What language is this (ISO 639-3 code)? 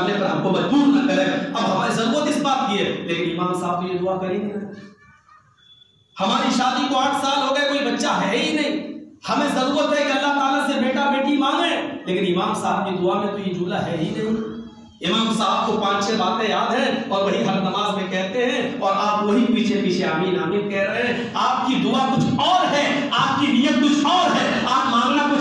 urd